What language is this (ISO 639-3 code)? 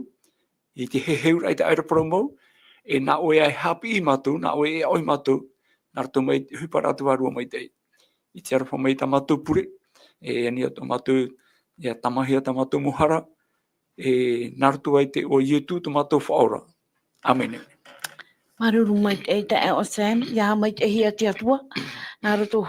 tah